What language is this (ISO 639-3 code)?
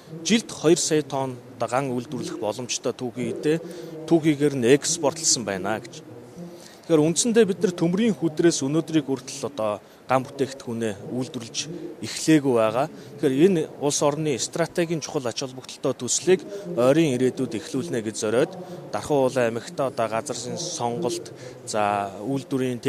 mon